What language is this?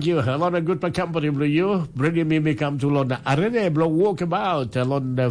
Tok Pisin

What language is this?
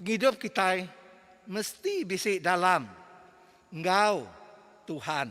Iban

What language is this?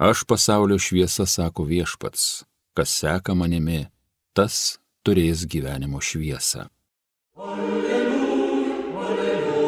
Lithuanian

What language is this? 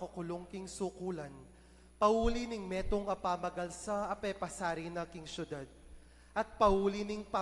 Pampanga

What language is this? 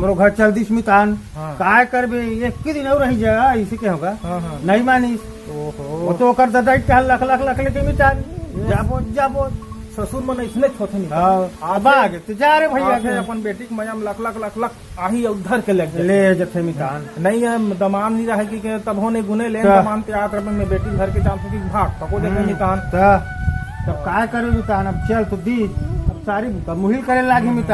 Chhattisgarhi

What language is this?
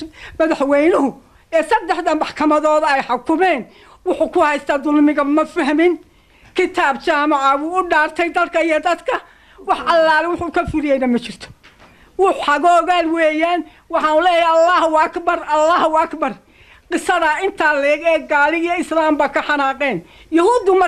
Somali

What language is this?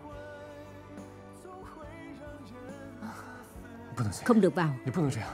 Vietnamese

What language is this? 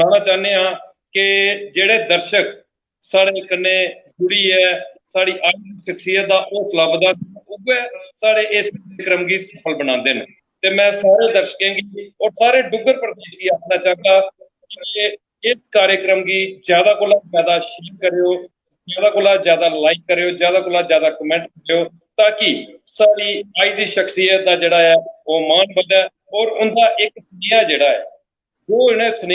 Dogri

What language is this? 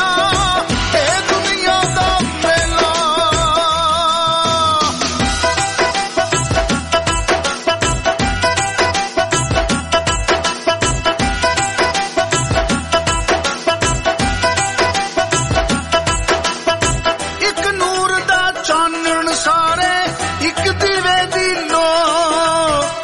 Punjabi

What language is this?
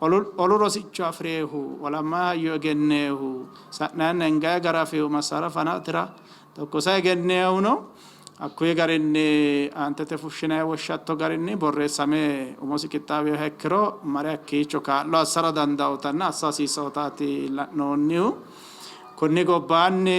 Sidamo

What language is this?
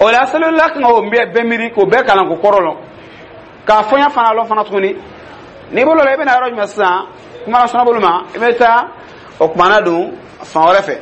Dyula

